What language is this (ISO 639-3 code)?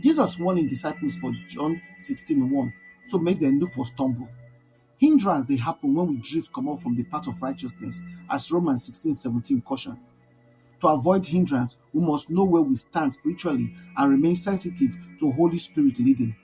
pcm